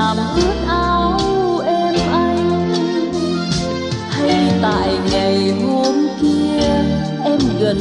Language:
Vietnamese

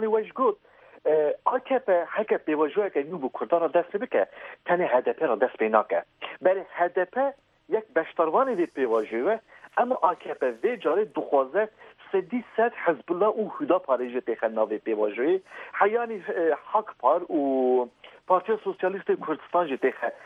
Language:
Kurdish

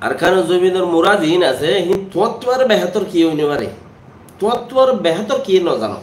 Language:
Rohingya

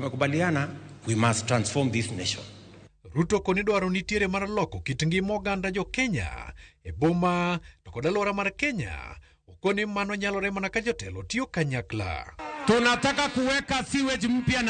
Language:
Luo (Kenya and Tanzania)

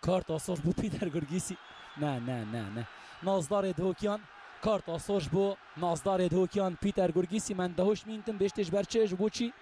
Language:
Kurdish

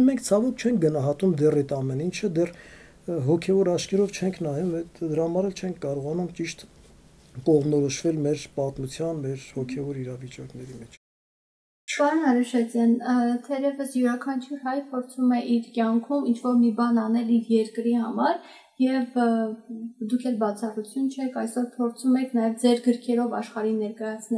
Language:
Armenian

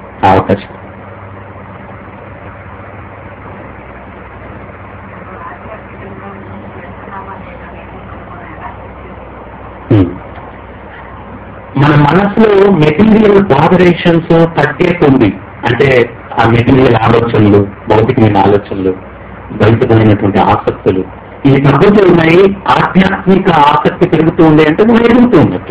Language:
Telugu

